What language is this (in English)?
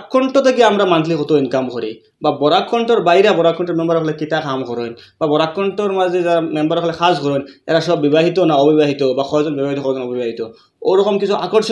Sylheti